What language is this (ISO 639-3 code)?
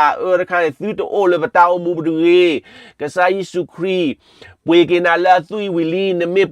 ksw